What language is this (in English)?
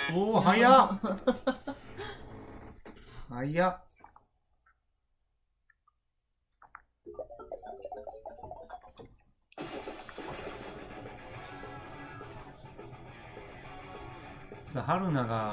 Japanese